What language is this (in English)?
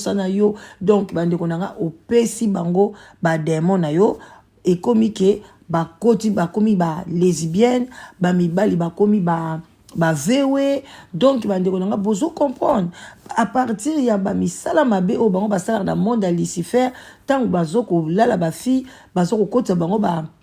Lingala